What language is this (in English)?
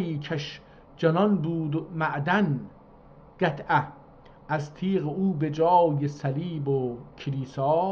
South Azerbaijani